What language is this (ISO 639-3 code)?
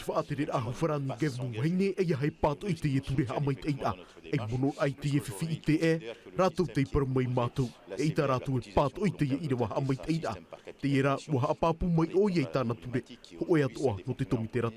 tah